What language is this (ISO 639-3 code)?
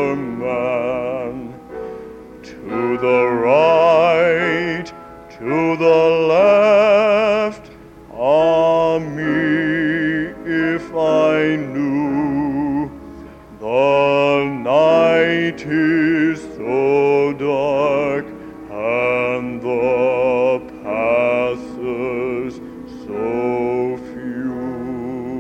eng